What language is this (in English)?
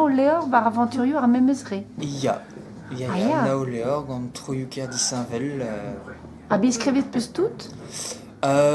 Breton